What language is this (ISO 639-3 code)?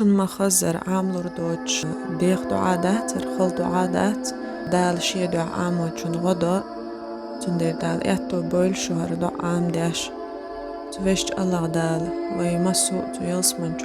che